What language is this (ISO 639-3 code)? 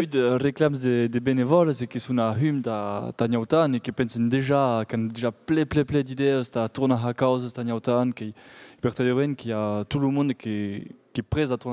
oci